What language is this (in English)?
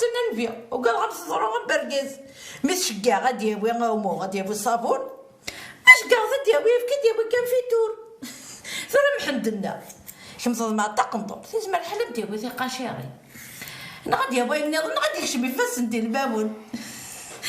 Kabyle